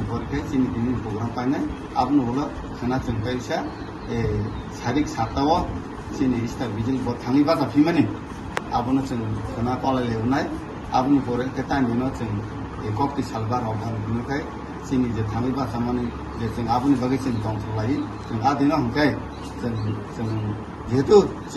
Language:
Kok Borok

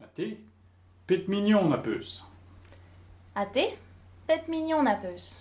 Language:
Breton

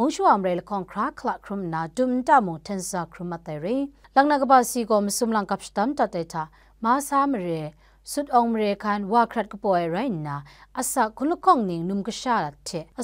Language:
Kachin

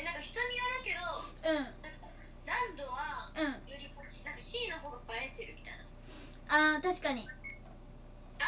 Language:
Japanese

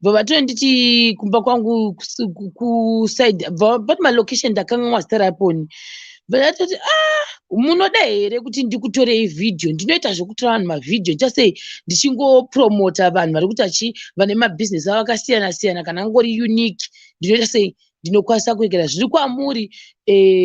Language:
Shona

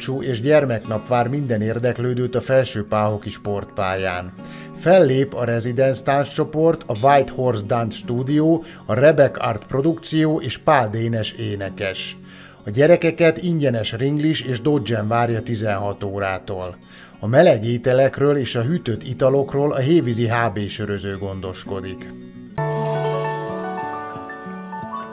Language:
Hungarian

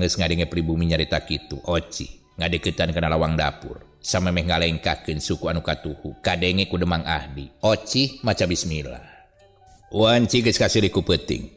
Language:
Sundanese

